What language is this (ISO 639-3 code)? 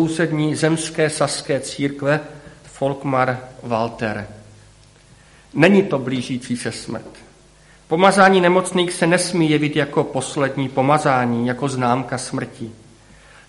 ces